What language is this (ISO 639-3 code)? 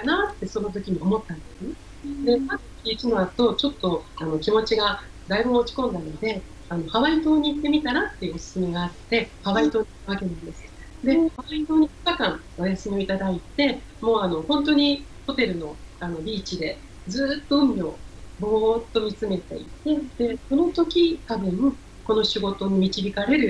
jpn